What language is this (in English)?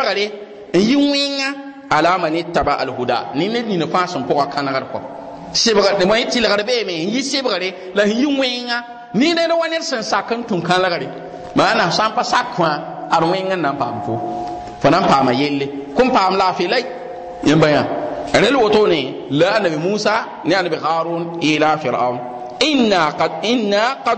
Mossi